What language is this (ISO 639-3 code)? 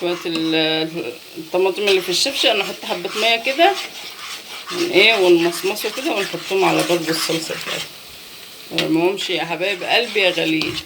arz